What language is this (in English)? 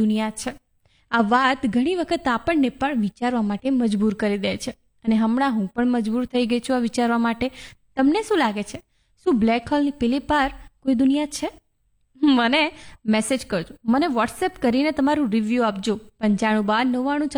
Gujarati